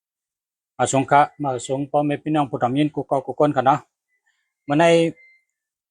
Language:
Shan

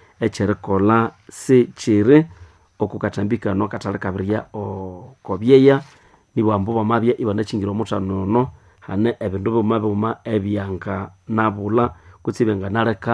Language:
Nande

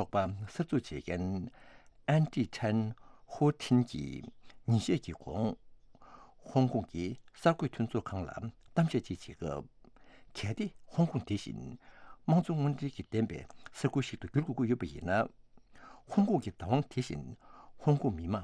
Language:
Tibetan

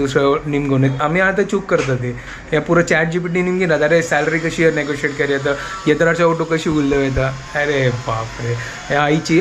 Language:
Konkani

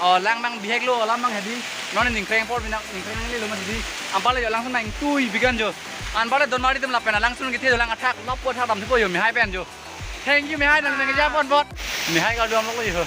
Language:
Karbi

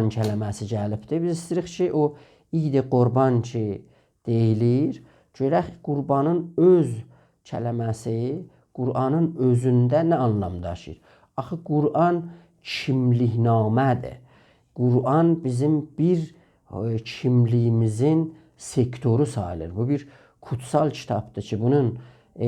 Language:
South Azerbaijani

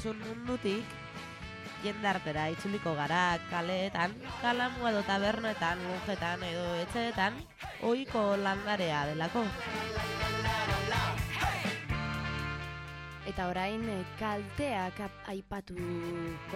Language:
Basque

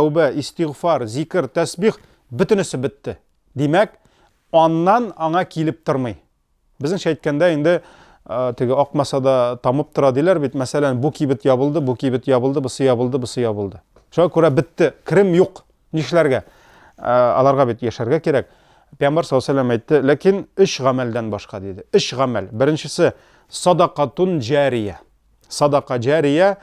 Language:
Tatar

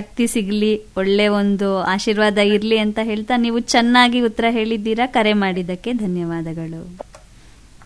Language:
Kannada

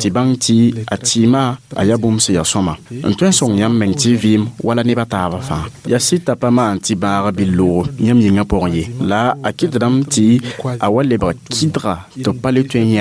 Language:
Mossi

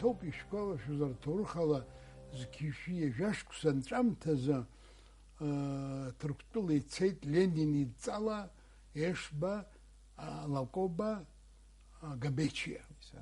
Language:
Abkhazian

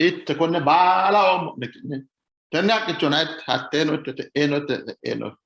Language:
Sidamo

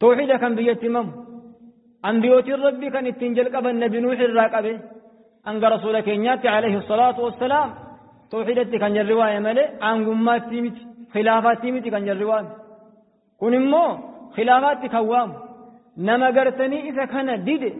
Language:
Oromo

